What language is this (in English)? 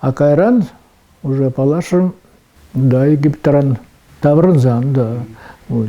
Chuvash